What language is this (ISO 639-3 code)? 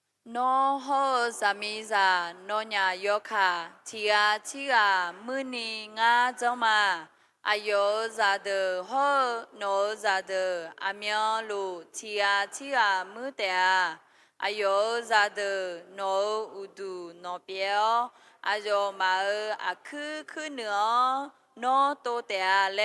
ahk